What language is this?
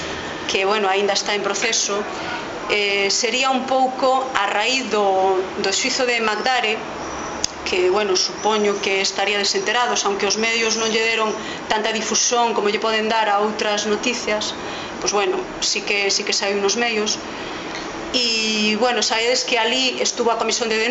Galician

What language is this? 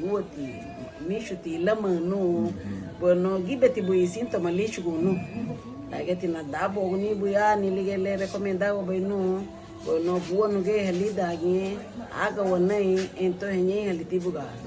Garifuna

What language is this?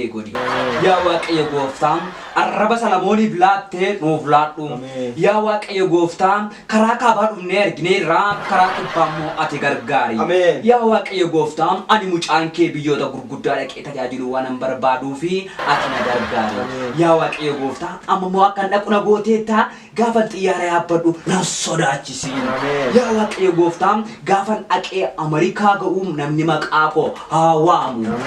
Oromo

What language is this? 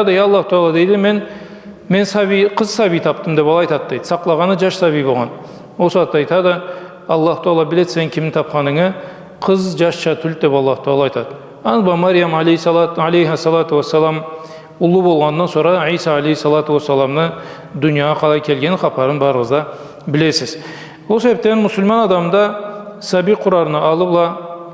Karachay-Balkar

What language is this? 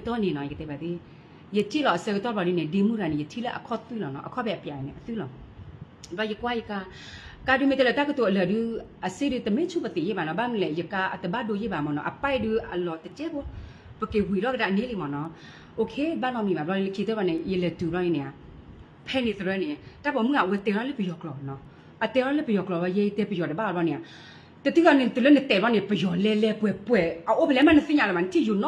S'gaw Karen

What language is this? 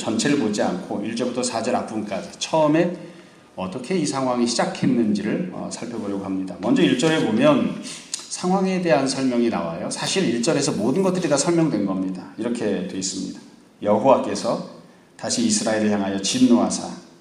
Korean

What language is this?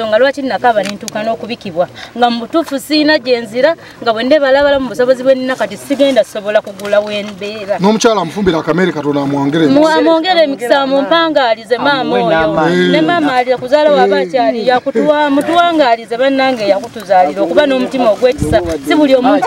Ganda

